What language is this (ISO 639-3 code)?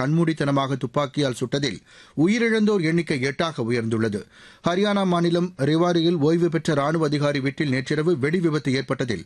tam